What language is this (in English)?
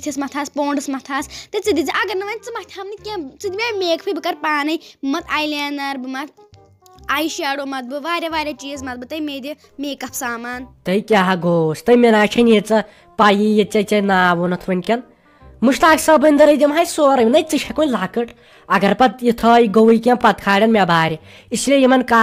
Kashmiri